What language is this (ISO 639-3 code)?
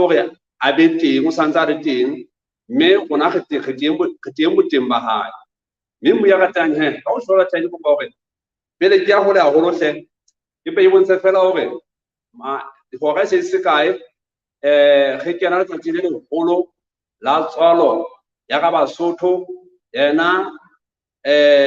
sot